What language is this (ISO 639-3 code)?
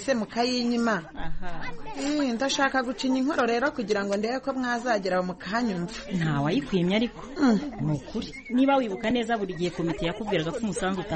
kin